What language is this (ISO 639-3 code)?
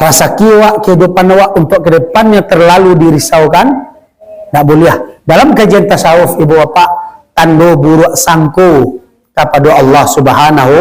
min